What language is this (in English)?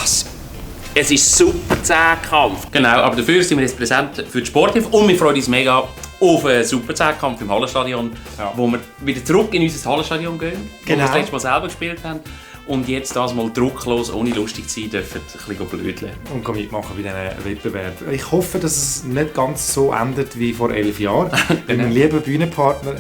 Swiss German